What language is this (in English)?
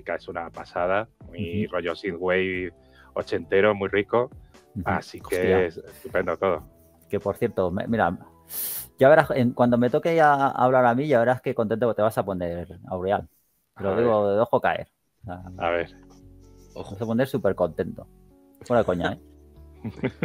Spanish